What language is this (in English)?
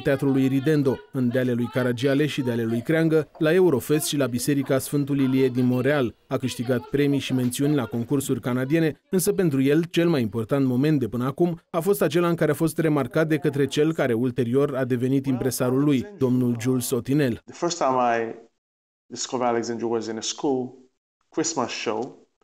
Romanian